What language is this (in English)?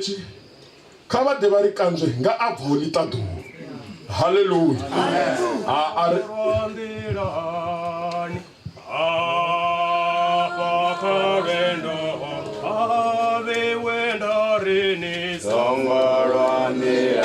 Venda